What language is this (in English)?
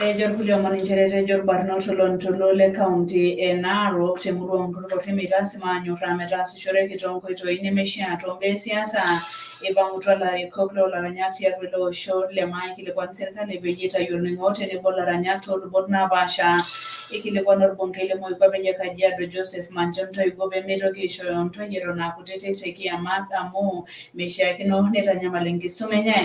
Masai